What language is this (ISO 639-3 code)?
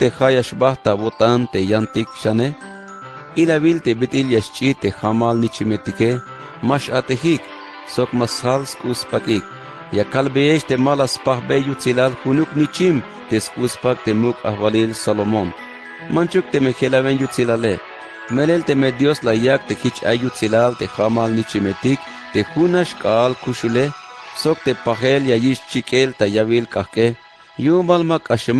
tzh